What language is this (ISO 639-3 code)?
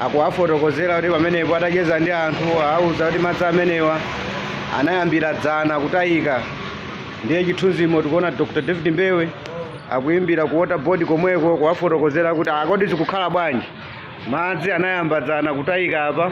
nya